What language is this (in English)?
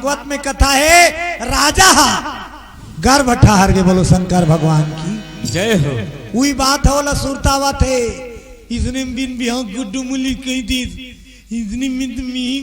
Chhattisgarhi